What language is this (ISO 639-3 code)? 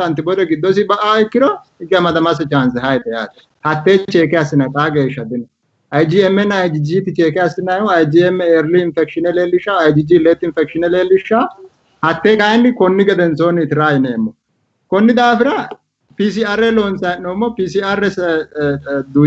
sid